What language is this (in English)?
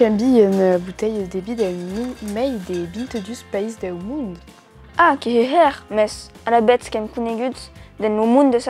Occitan